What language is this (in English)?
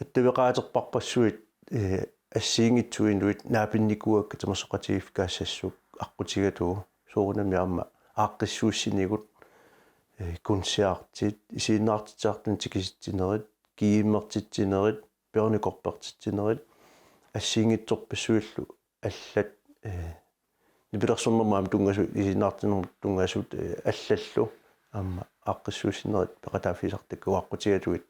Kalaallisut